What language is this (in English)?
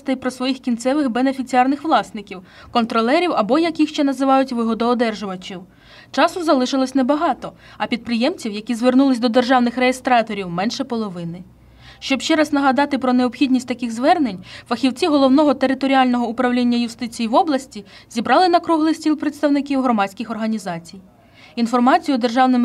Ukrainian